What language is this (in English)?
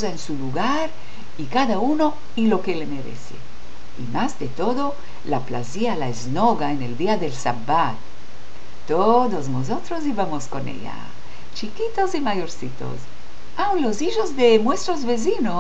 Ladino